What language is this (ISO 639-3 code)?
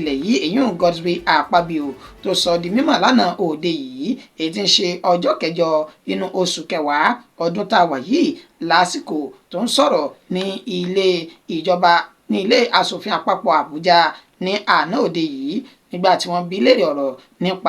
yor